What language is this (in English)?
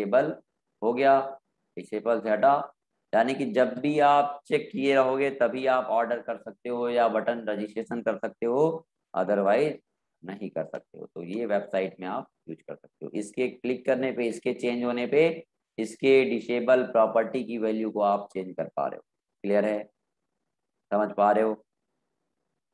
Hindi